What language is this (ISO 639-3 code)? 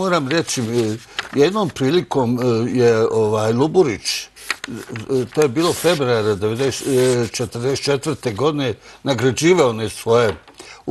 srp